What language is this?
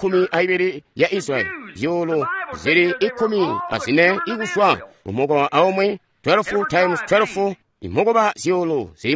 Tonga (Zambia)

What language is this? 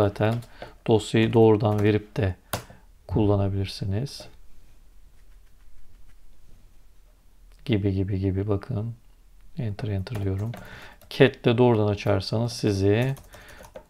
Turkish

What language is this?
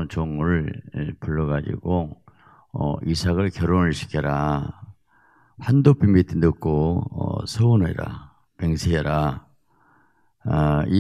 Korean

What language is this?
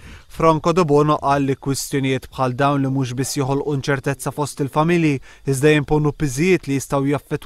Maltese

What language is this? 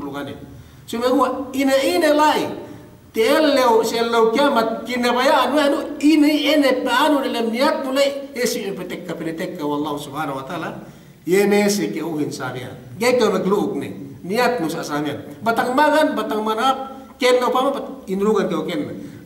Yakan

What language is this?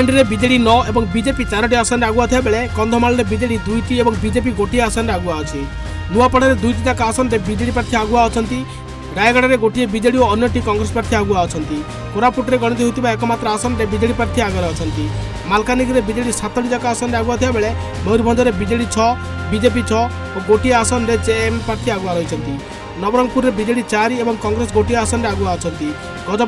Odia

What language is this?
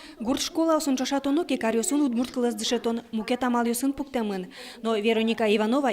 Udmurt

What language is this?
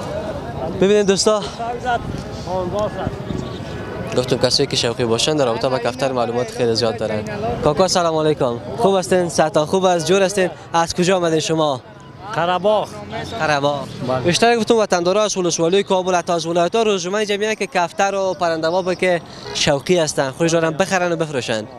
Persian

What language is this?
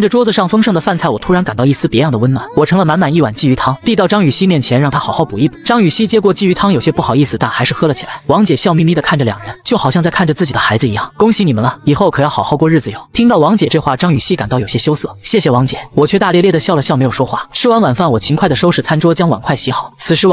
Chinese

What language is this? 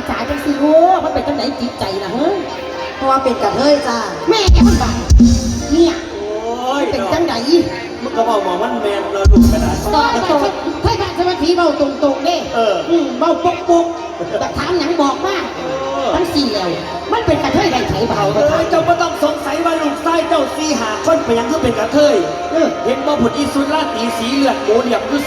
Northeastern Thai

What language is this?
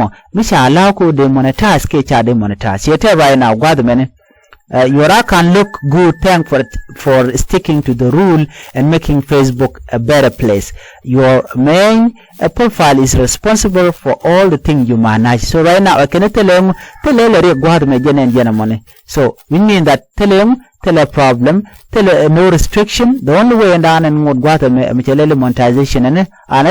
Nuer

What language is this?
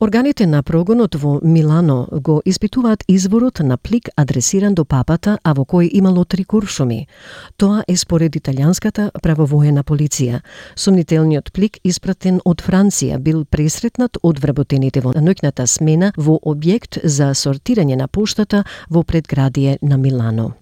Macedonian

